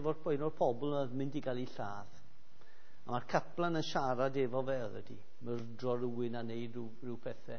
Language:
Welsh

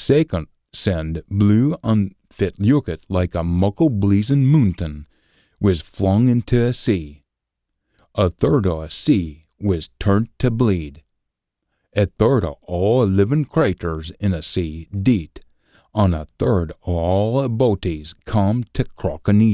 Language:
Scots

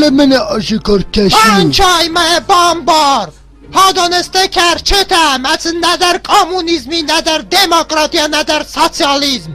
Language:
Ossetic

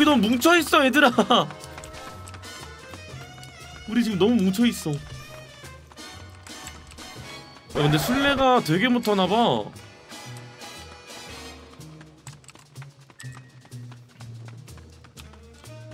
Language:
Korean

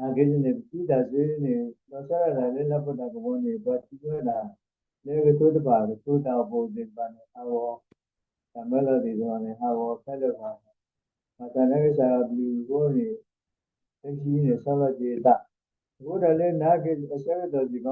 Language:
S'gaw Karen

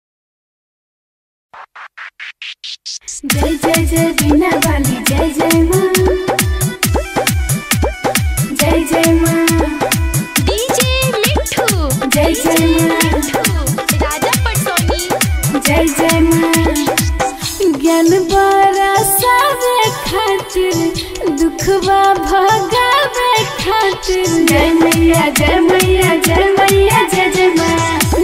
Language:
Bhojpuri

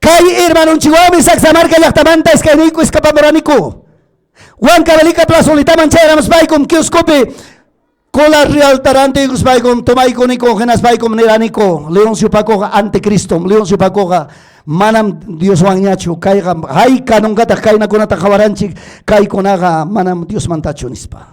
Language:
Ayacucho Quechua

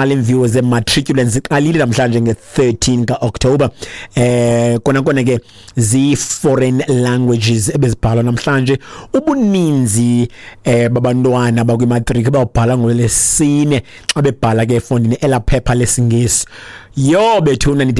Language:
Xhosa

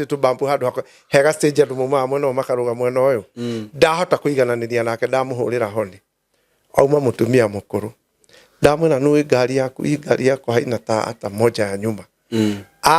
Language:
Kikuyu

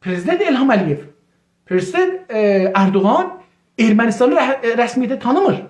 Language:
South Azerbaijani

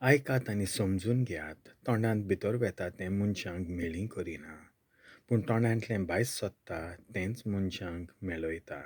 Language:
Konkani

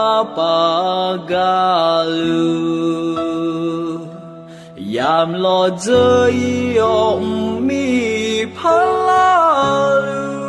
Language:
Akha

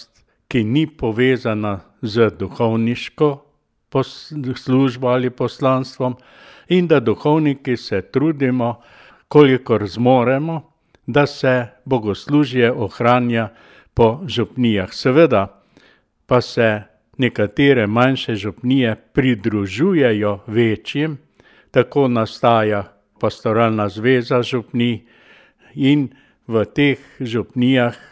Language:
Slovenian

